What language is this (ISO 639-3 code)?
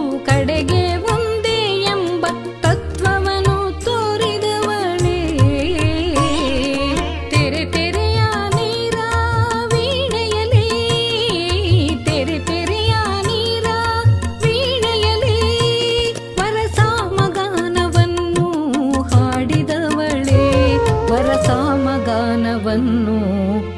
kan